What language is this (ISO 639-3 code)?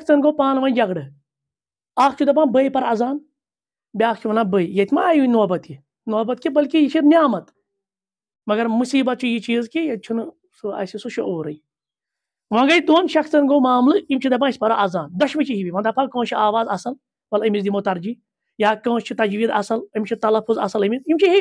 kas